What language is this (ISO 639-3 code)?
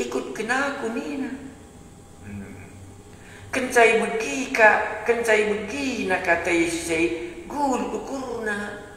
btx